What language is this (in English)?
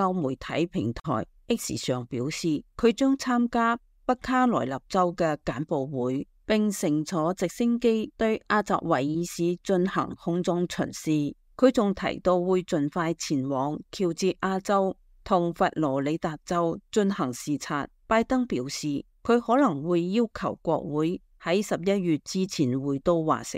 Cantonese